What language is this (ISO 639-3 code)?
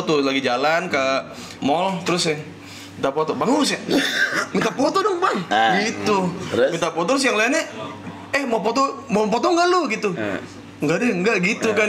ind